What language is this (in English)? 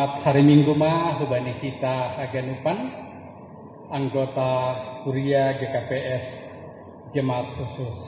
Batak Simalungun